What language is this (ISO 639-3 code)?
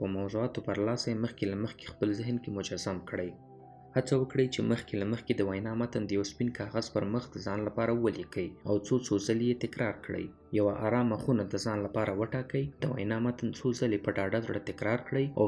pus